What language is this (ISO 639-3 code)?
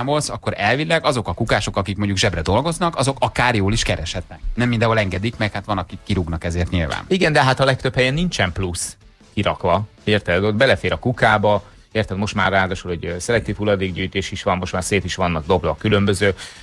hun